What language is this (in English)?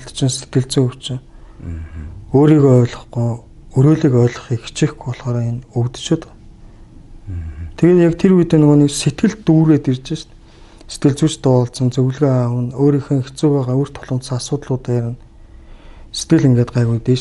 Mongolian